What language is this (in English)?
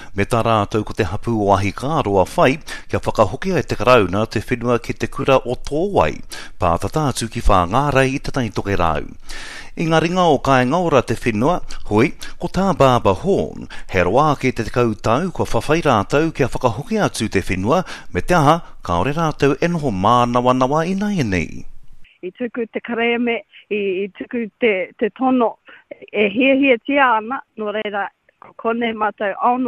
Māori